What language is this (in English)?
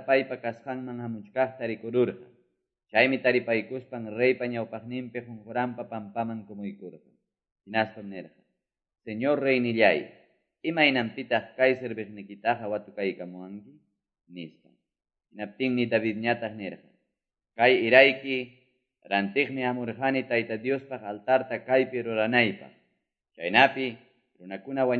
Quechua